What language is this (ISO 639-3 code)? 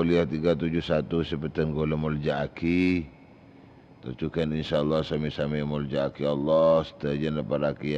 mad